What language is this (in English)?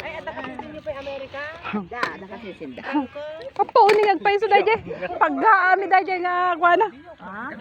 Iloko